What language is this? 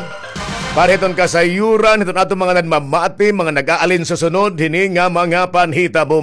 Waray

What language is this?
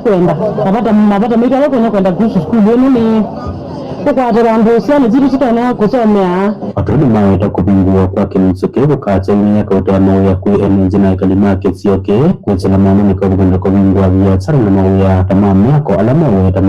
Kamba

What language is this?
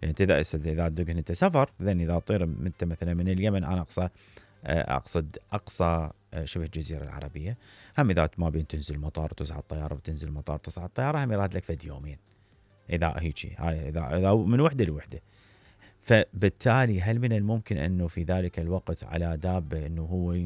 Mesopotamian Arabic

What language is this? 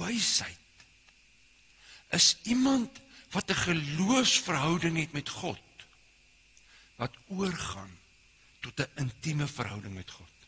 Afrikaans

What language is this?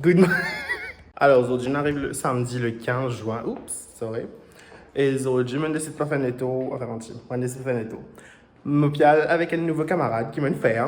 Morisyen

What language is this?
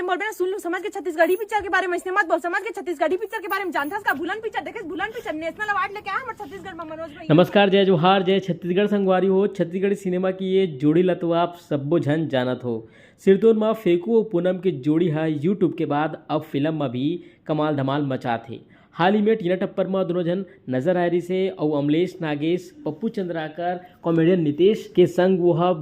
Chhattisgarhi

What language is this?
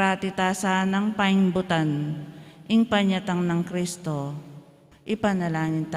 Pampanga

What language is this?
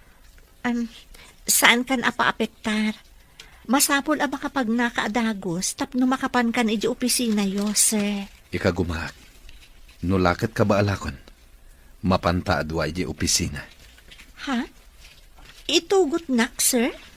Iloko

